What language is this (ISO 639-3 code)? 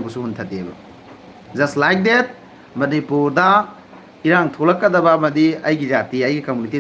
mni